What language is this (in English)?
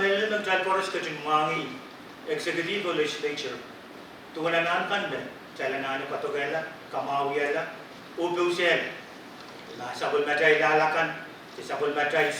Pohnpeian